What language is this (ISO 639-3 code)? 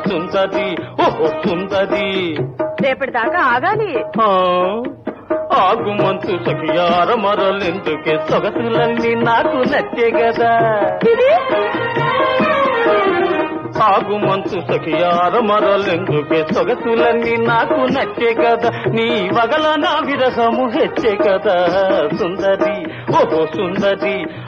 tel